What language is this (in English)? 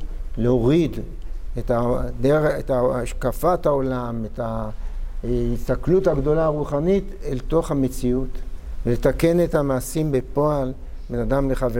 Hebrew